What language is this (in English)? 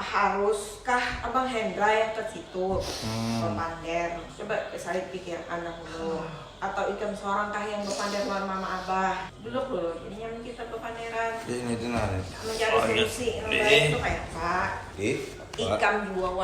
Banjar